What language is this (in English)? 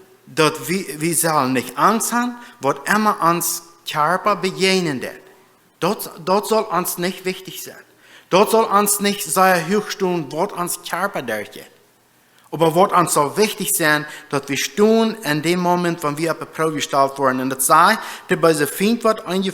Plautdietsch